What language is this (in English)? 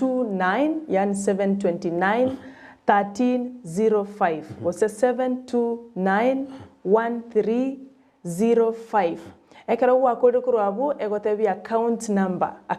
Gusii